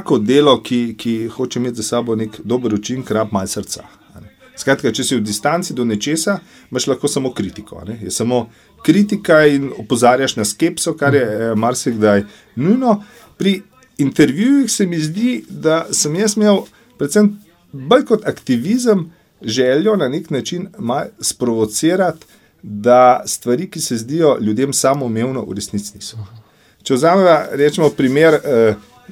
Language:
Slovenian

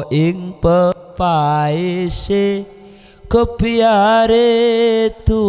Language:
Madurese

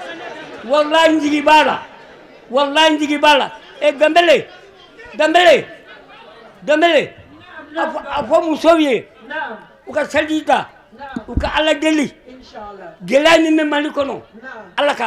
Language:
Bambara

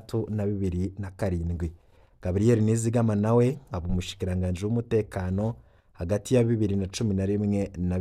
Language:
Rundi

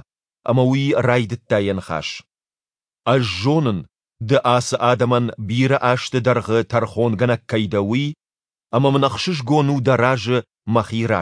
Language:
Ossetic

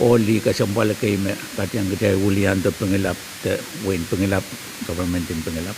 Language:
Pohnpeian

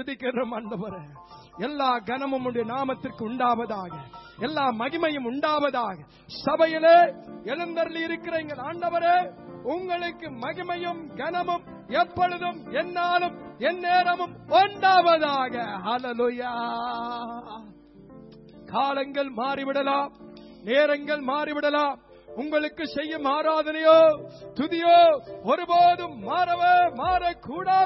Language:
Tamil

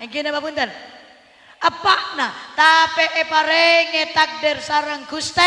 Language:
Madurese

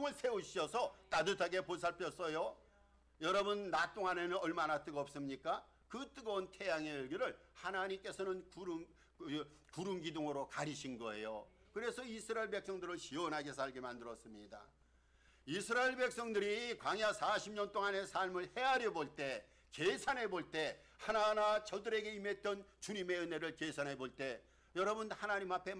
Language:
Korean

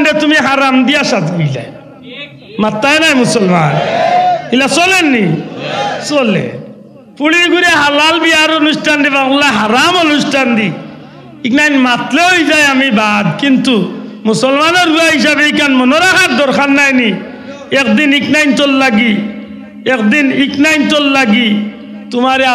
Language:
Sylheti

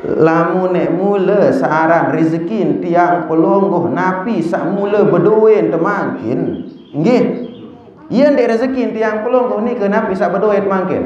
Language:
Sasak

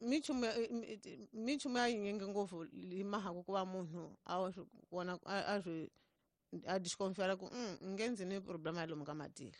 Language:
Tsonga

